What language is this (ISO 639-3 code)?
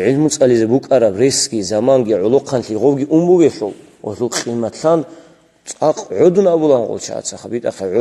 ava